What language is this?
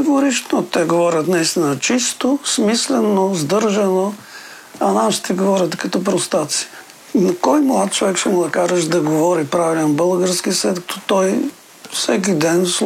Bulgarian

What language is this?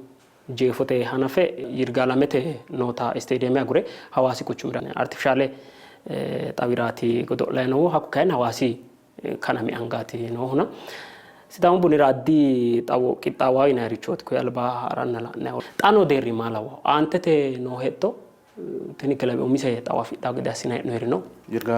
Sidamo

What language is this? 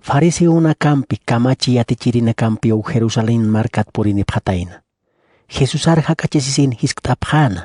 Aymara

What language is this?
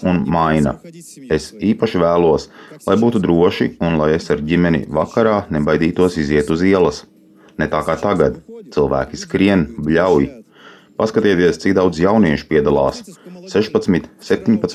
Latvian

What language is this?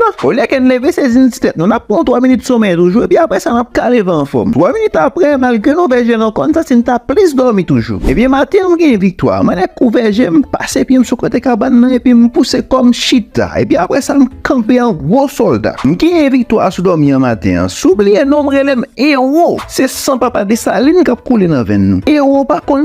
Haitian Creole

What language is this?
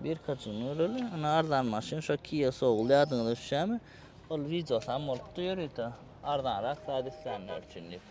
Turkmen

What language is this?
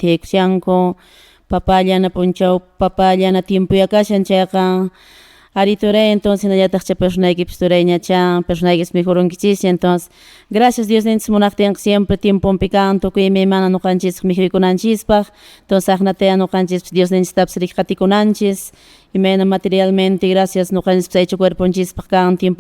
Quechua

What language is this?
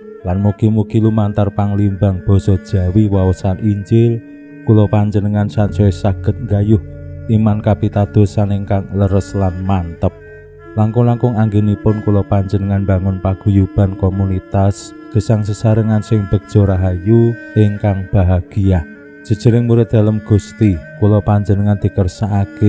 Javanese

